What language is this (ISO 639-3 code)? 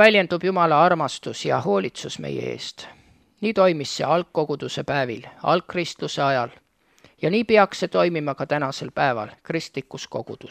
est